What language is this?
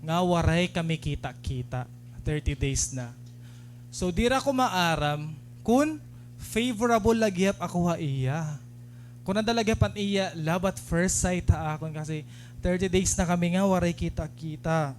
Waray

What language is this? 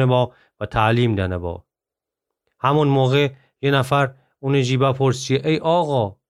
Gilaki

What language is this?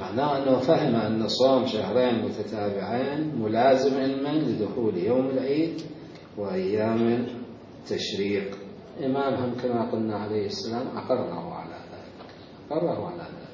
Mesopotamian Arabic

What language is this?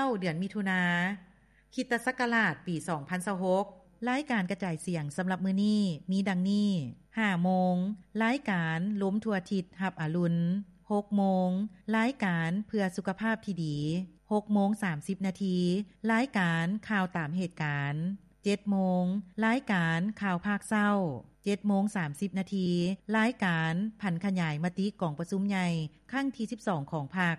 Lao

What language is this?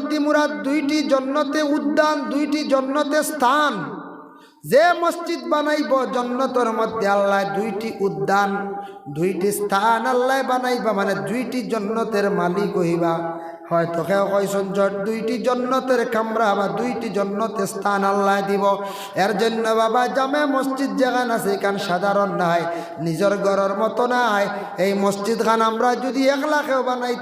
Sylheti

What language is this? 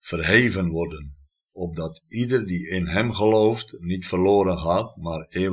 Dutch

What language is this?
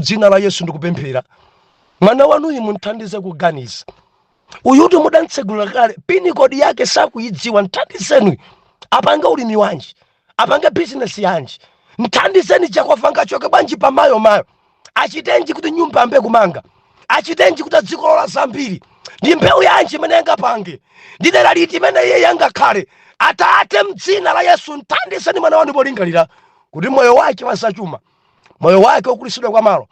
Nyanja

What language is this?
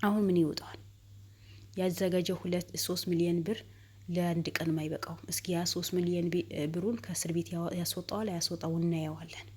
Amharic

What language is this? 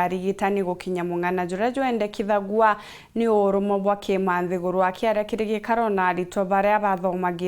Meru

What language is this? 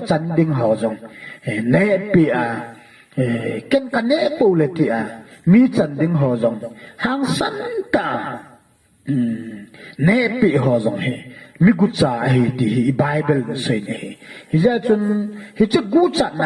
Thado Chin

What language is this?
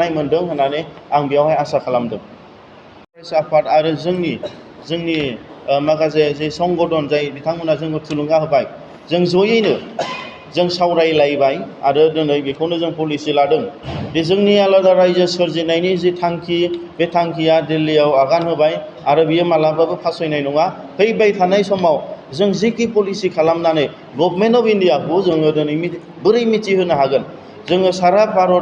Bodo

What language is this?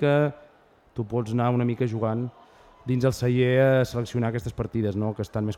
Catalan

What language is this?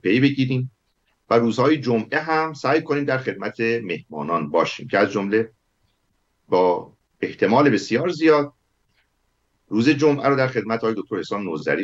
Persian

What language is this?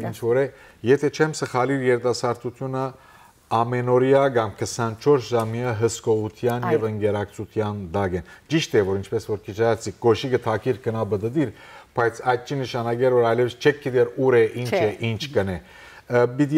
Western Armenian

